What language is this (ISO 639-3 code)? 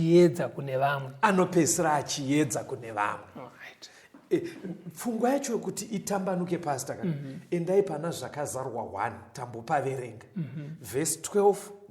sna